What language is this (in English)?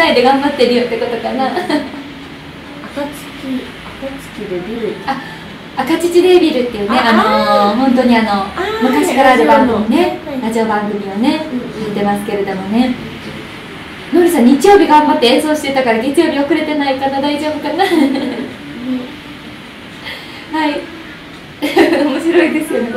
Japanese